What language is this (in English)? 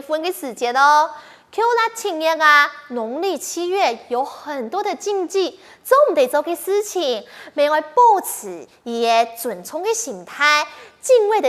Hakka Chinese